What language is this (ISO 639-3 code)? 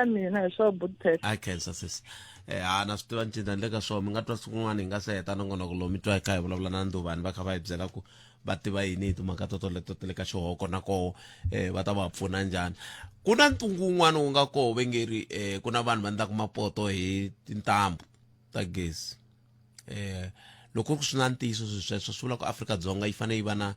tso